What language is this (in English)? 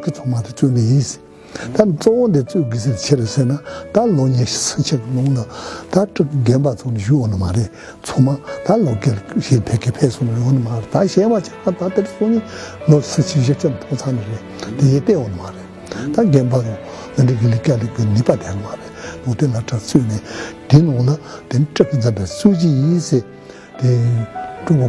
Tibetan